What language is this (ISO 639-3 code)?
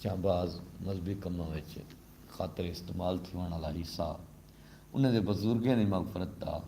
skr